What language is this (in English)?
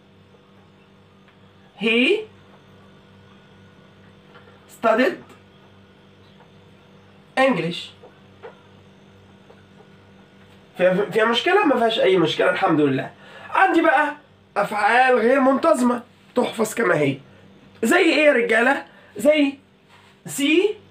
Egyptian Arabic